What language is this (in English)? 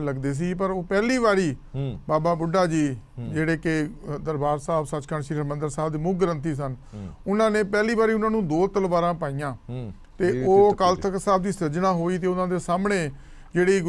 Punjabi